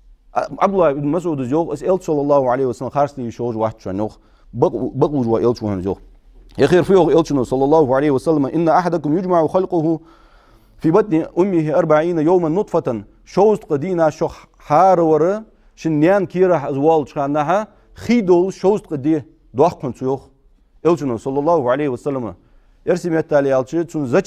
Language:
Ingush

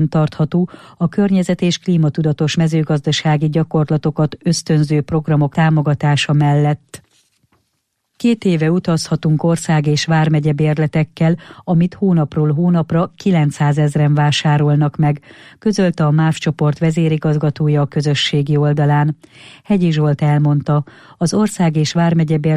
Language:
Hungarian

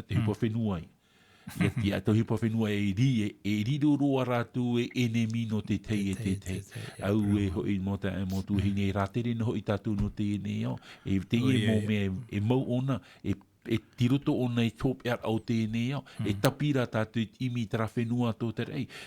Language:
Tahitian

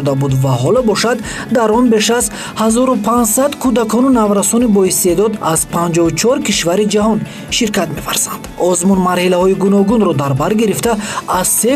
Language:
Tajik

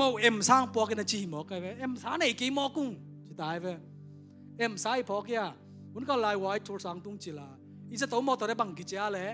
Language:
Tedim Chin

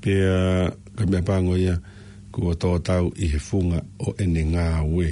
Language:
Tongan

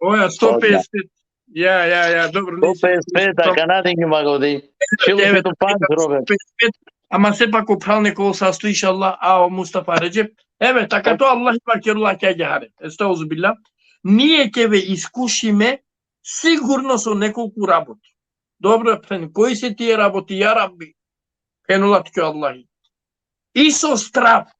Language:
Balkan Romani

